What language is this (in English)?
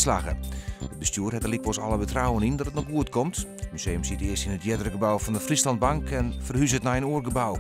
Western Frisian